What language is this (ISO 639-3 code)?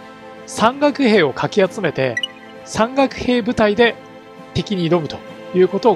jpn